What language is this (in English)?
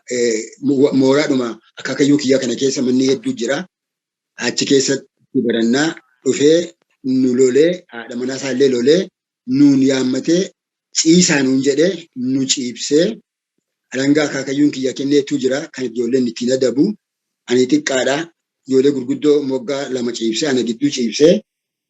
Oromo